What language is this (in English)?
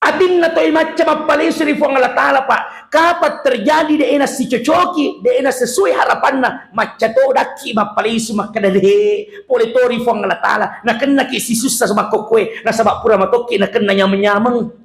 Buginese